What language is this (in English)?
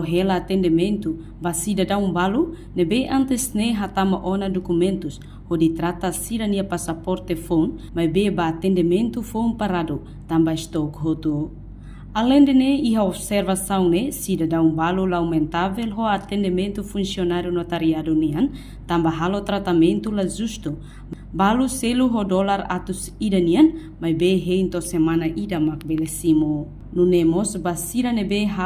Tetum